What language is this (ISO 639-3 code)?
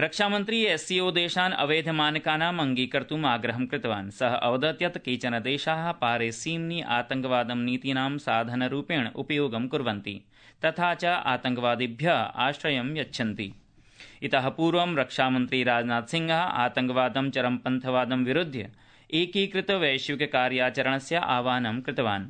san